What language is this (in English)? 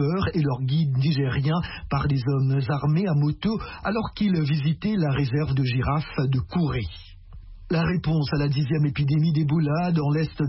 French